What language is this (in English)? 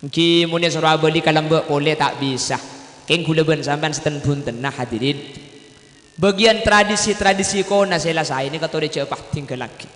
Madurese